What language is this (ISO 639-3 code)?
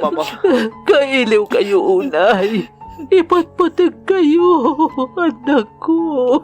ilo